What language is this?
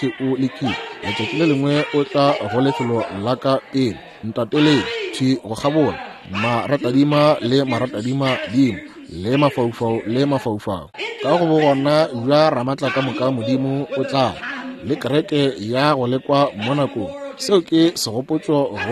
Northern Sotho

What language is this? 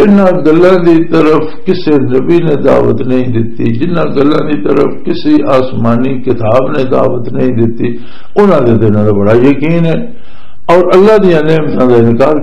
Western Panjabi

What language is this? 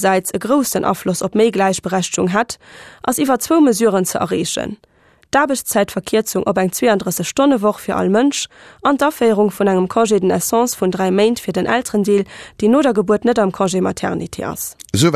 Luxembourgish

